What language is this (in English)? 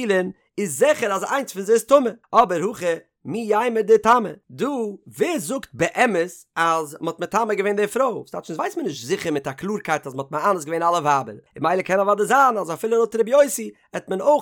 Yiddish